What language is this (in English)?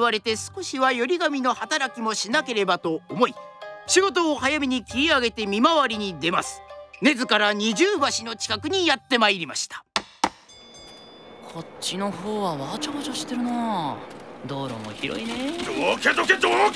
Japanese